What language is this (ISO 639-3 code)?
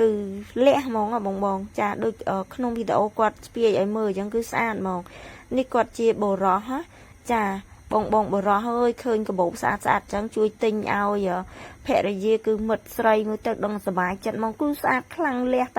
khm